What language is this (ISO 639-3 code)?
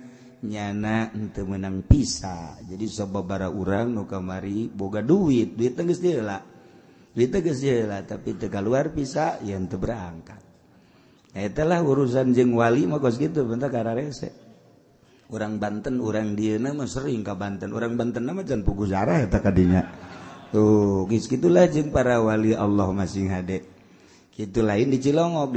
sun